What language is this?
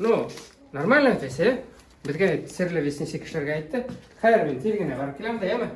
Bashkir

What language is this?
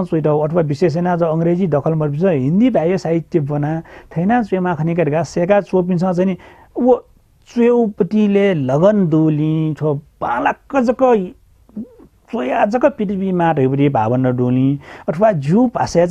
Newari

